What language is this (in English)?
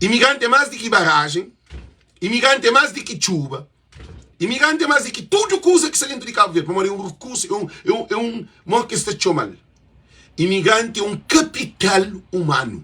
Kabuverdianu